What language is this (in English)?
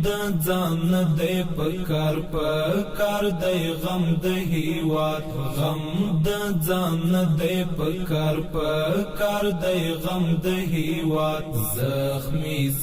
Pashto